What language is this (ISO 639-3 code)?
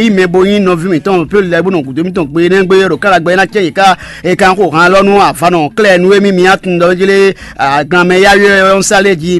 fon